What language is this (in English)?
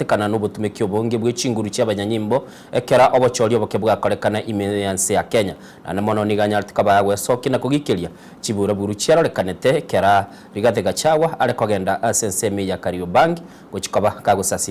Gusii